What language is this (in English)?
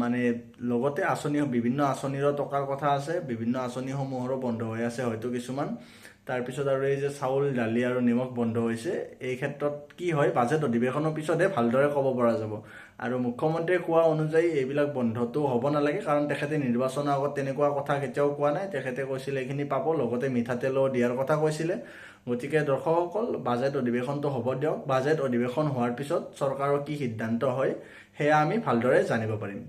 Assamese